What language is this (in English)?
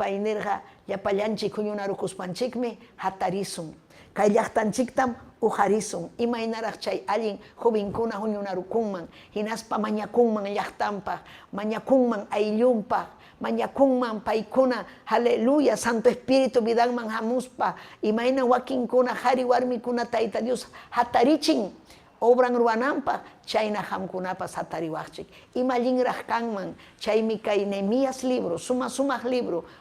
Ayacucho Quechua